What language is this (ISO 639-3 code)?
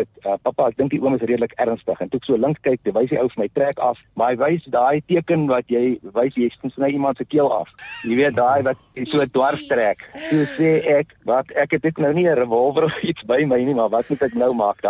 afr